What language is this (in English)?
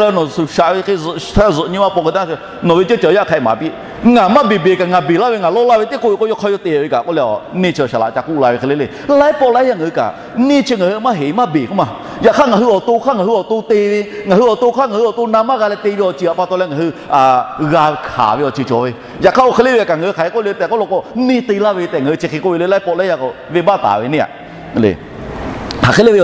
Lahu